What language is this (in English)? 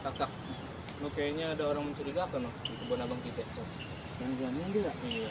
Betawi